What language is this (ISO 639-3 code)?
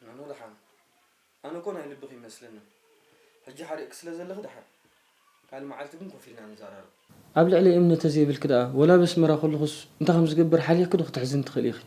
tir